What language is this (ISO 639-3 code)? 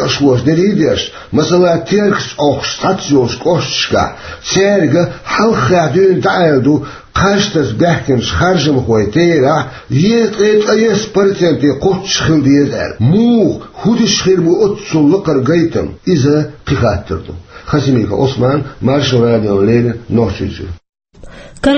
che